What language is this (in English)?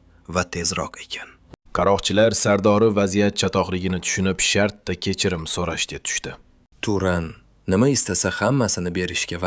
Uzbek